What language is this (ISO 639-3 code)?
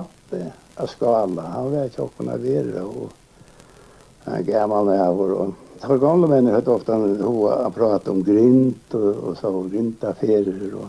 fao